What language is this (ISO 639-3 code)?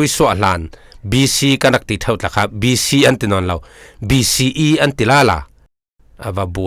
cfm